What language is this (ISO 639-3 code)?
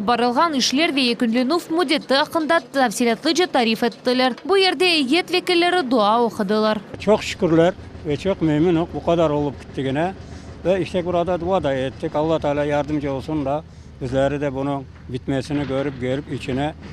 crh